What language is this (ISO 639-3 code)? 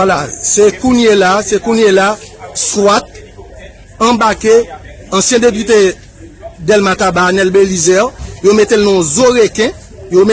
hat